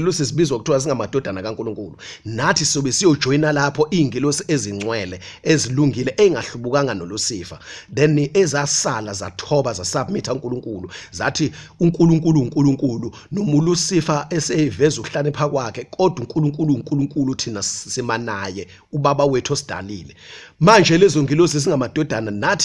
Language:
Zulu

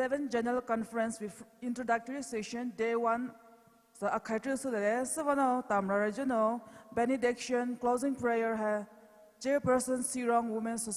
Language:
Poumei Naga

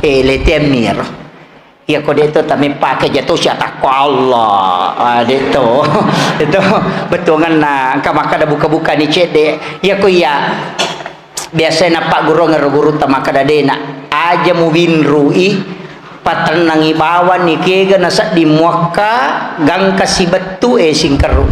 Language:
Buginese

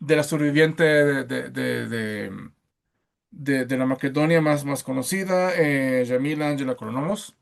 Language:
Ladino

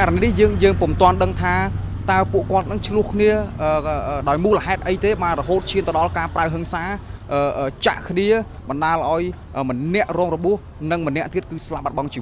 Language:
Khmer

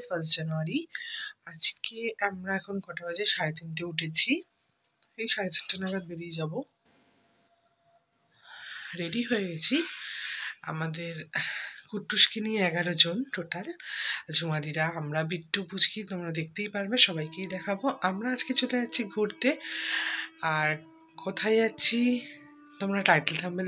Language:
Bangla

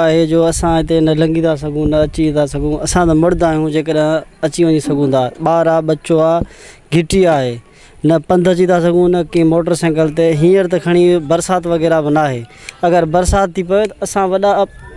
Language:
Sindhi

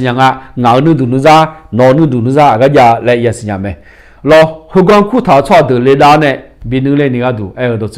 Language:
Akha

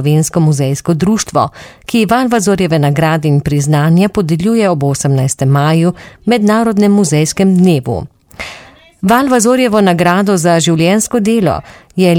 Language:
Slovenian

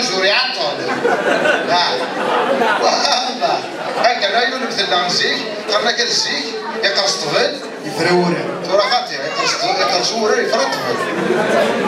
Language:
Kabyle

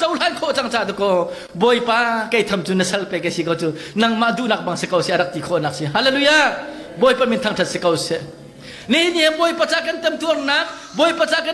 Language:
Hakha Chin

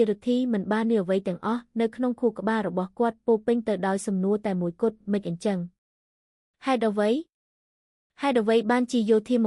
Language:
Khmer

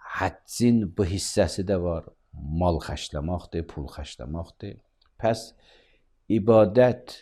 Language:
Azerbaijani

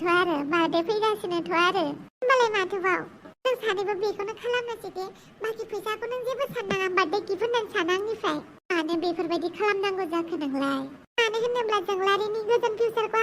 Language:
Bodo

